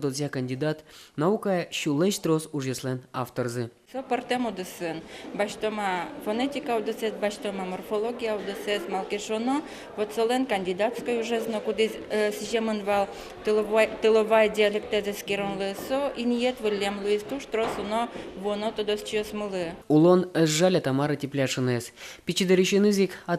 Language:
Udmurt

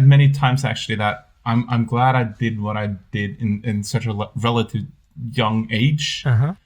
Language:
English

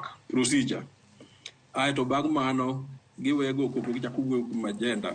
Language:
Luo (Kenya and Tanzania)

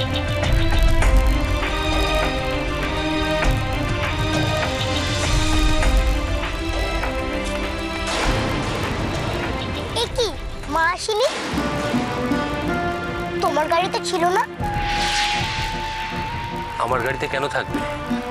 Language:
Bangla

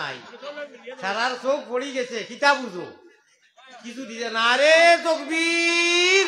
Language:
Sylheti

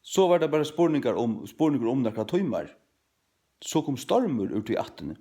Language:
Faroese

